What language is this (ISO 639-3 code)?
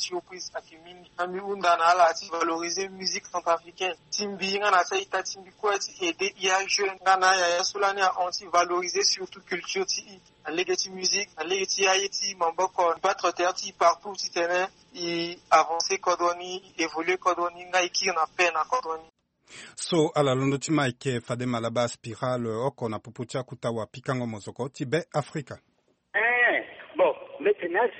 sag